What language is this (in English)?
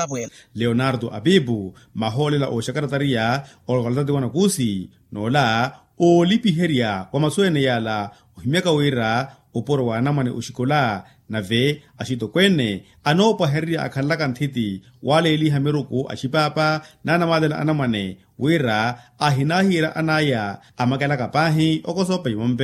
Makhuwa